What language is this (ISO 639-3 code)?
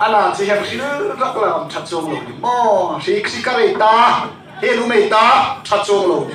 hmr